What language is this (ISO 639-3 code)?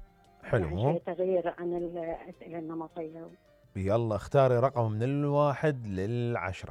acm